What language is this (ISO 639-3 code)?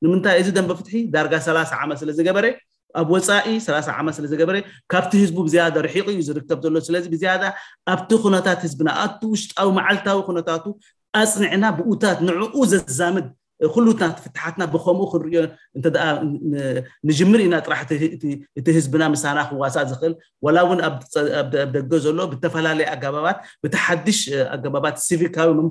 tir